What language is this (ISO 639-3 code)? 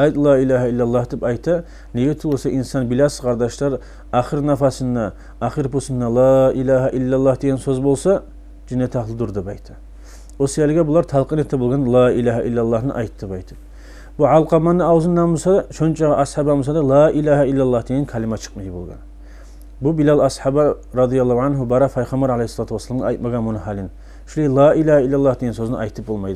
kum